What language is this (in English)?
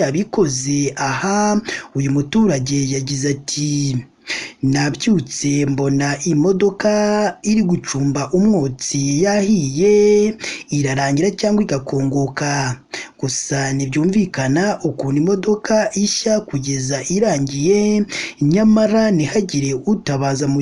Kinyarwanda